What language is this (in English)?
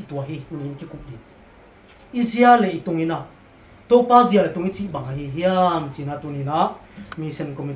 Tedim Chin